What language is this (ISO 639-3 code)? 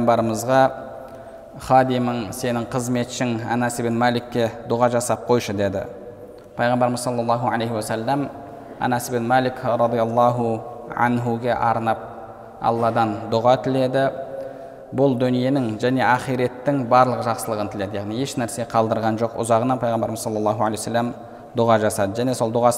kaz